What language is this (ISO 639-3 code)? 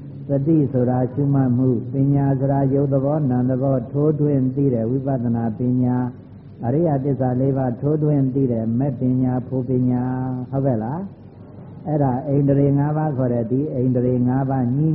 mya